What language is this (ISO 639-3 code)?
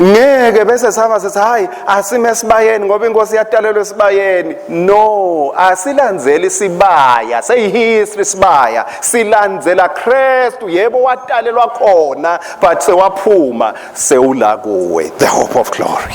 ssw